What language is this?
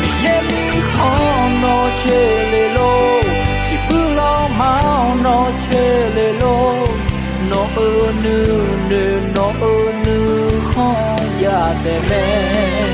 Akha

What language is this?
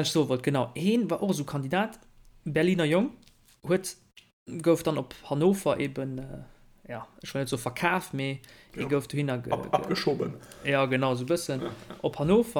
Luxembourgish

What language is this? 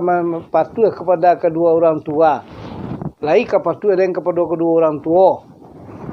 Minangkabau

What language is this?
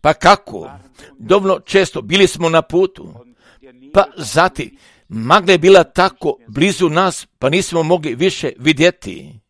Croatian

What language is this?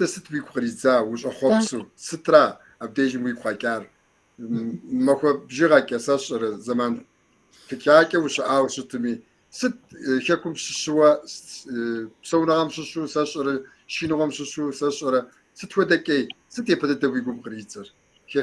Kabardian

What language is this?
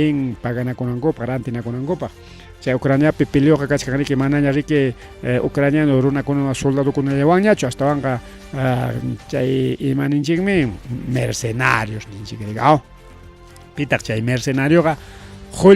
Ayacucho Quechua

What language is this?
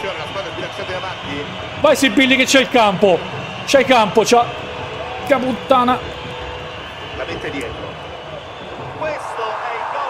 Italian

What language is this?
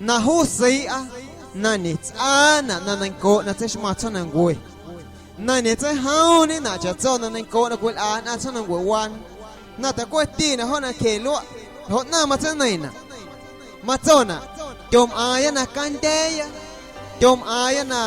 Guerrero Amuzgo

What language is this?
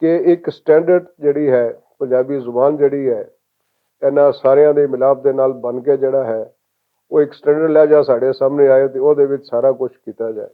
Western Panjabi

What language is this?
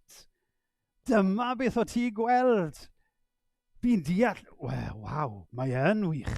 Welsh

